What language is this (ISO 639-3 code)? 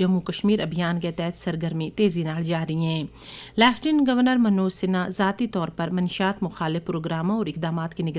gju